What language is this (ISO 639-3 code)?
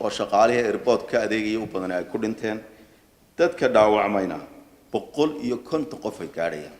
som